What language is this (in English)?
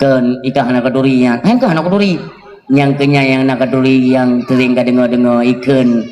Achinese